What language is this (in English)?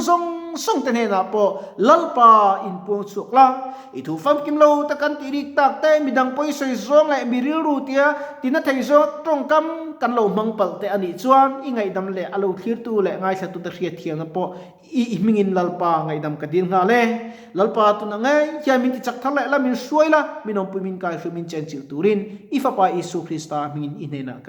Mizo